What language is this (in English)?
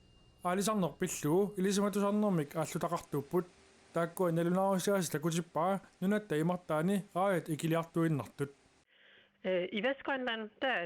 Kalaallisut